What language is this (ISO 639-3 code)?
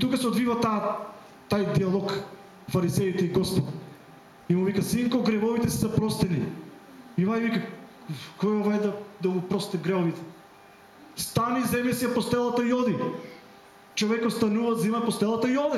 mkd